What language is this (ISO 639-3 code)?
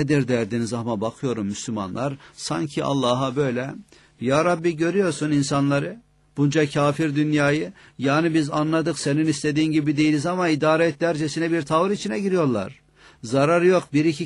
tur